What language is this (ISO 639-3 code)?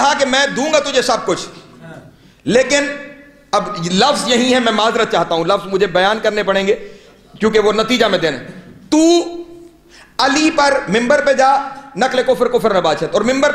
urd